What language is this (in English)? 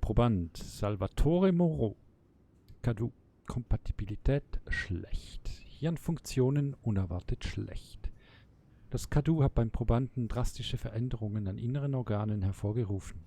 Swiss German